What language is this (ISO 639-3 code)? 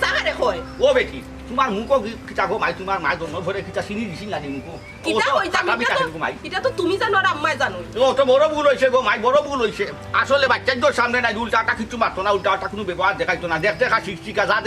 syl